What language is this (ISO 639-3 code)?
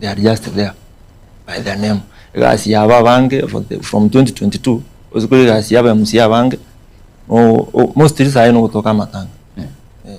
guz